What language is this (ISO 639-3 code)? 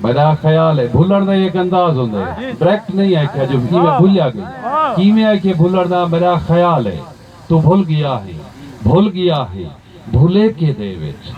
skr